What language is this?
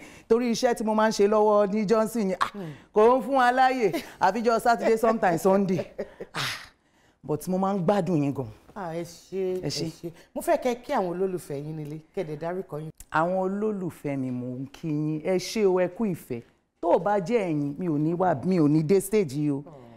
Yoruba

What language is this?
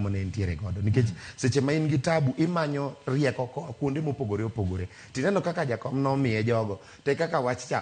Luo (Kenya and Tanzania)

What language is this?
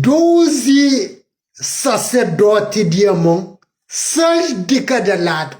Kabuverdianu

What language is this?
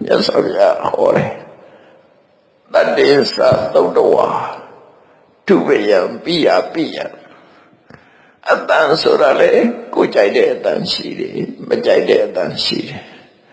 Burmese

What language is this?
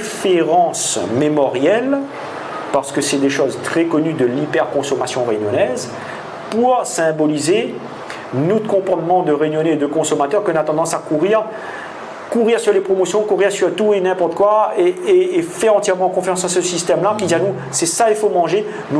Réunion Creole French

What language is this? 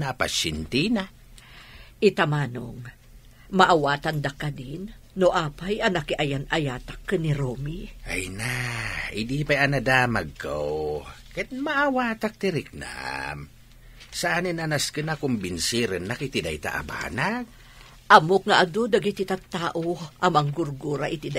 Iloko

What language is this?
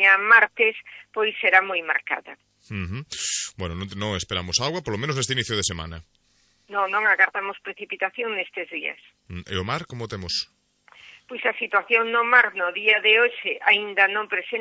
Galician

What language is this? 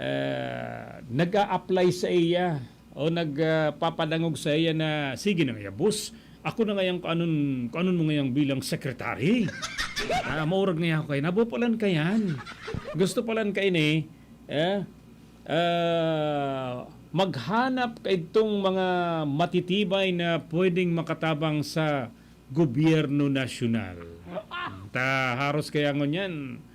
Bikol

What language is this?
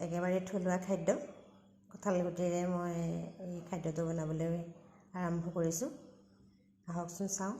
Assamese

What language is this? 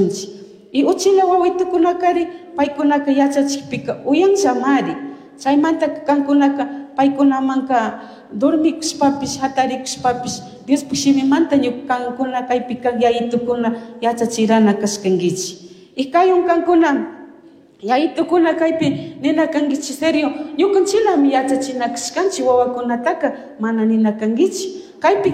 Chimborazo Highland Quichua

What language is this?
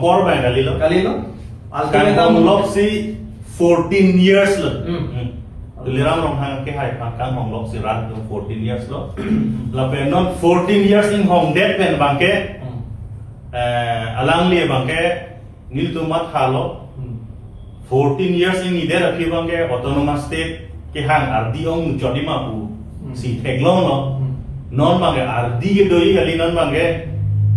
Karbi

